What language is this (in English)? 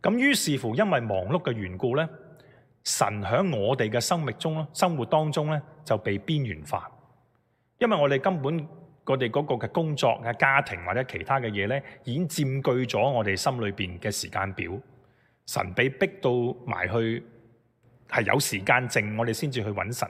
Cantonese